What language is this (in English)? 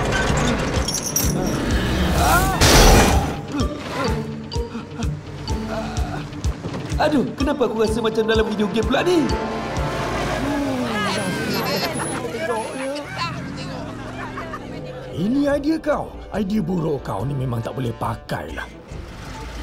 Malay